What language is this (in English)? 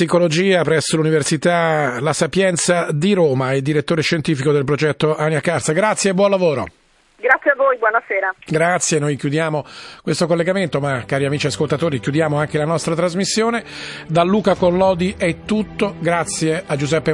Italian